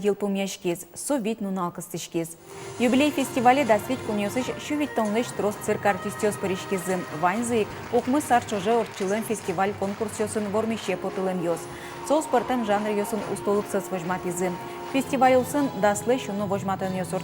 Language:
Udmurt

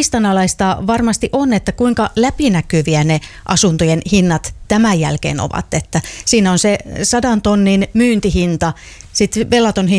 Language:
Finnish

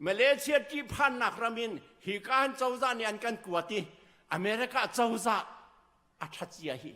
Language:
Hakha Chin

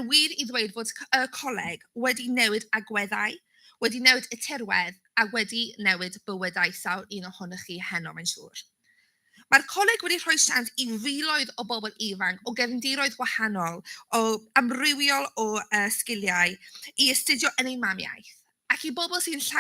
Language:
Welsh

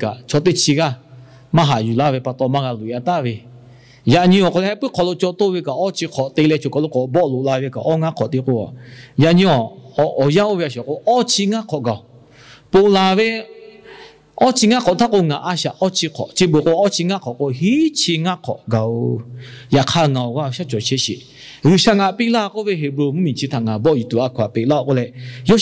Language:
Lahu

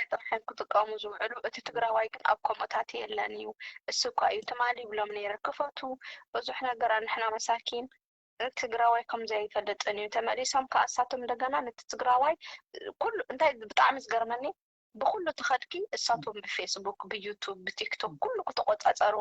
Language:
Tigrinya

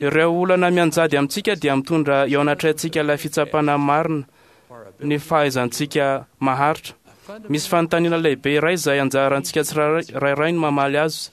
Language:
Malagasy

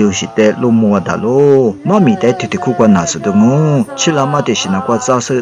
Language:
Lisu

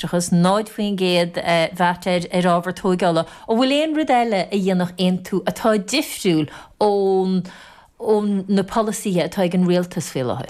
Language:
Irish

